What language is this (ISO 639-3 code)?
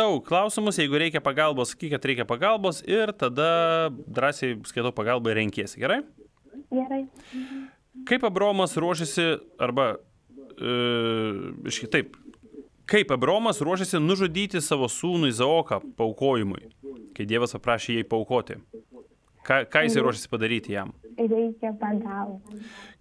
lit